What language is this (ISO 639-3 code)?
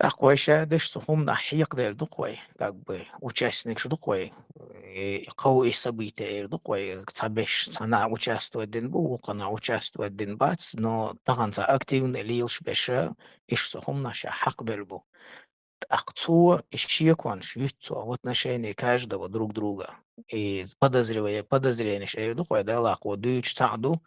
che